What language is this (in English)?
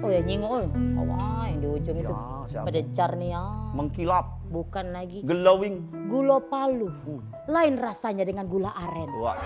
Musi